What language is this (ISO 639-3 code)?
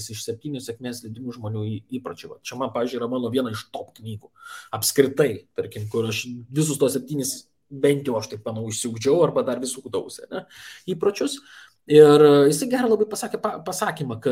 lit